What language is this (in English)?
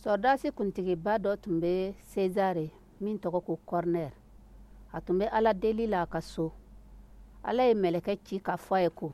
Dyula